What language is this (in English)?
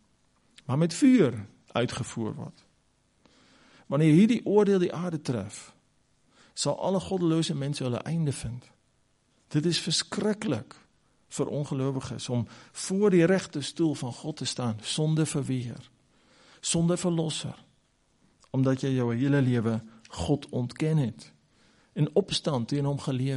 Afrikaans